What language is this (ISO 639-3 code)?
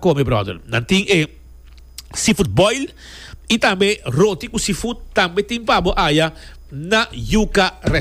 pap